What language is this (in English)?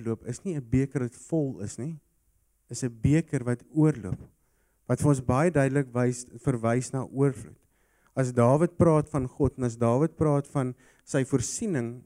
Afrikaans